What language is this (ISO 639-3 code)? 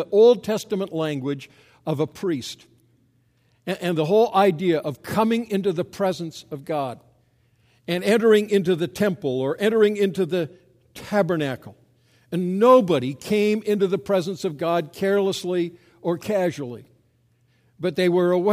eng